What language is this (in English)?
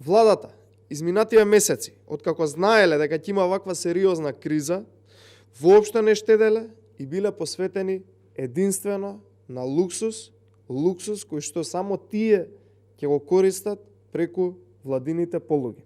Macedonian